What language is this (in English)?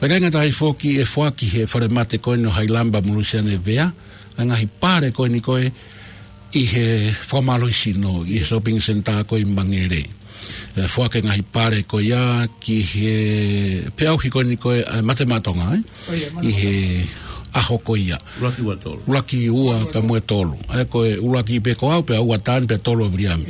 Tongan